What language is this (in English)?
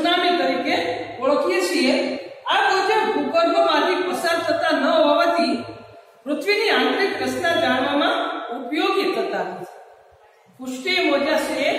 Gujarati